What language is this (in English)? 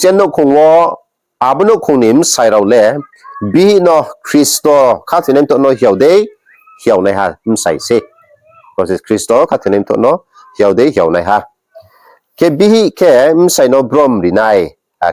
Riang (India)